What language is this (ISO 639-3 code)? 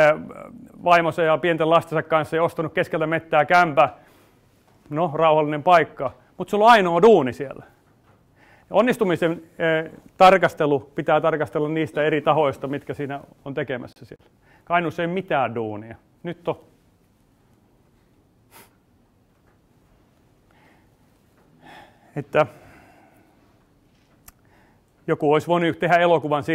fin